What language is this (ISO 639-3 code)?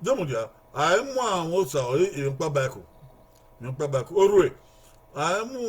bin